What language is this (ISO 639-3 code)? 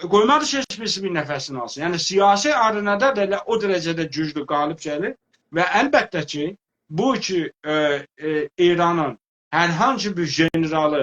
azb